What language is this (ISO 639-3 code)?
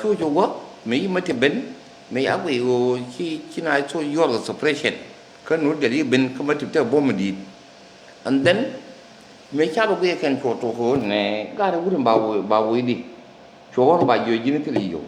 nus